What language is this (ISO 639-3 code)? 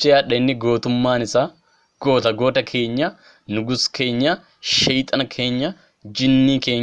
orm